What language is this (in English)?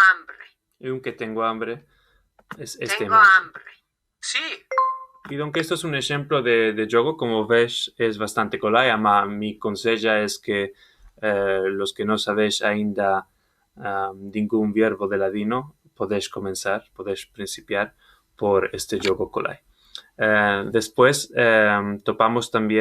Ladino